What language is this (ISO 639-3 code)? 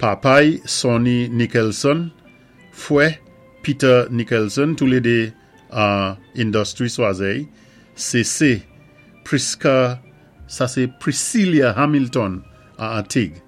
acf